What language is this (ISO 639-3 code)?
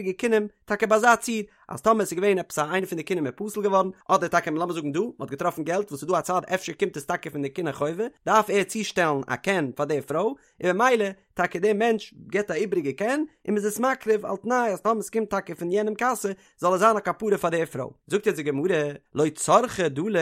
yid